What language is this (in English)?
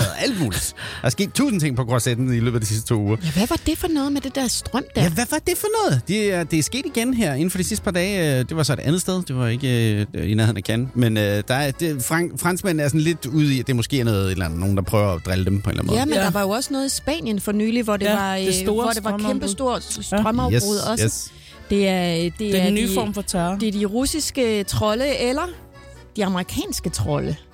Danish